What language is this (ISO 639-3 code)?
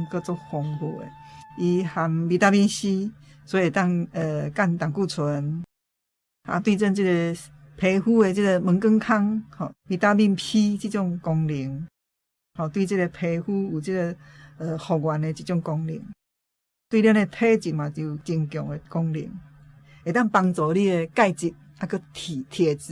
nan